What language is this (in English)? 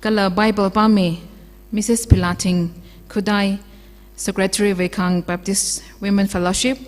Tangkhul Naga (India)